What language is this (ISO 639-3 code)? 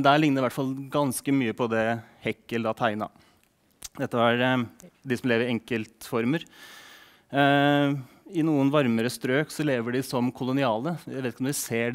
nor